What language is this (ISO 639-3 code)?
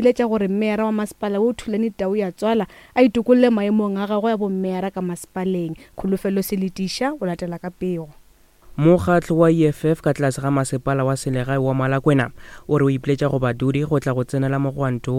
nso